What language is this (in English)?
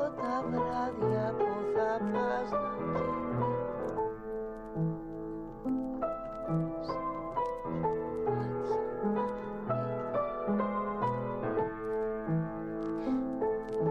Greek